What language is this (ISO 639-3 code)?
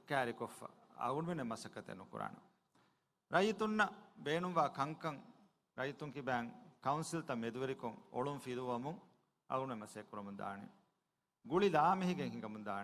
div